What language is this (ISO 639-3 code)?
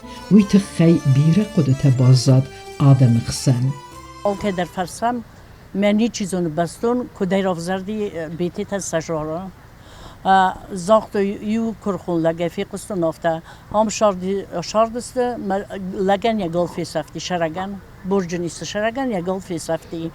oss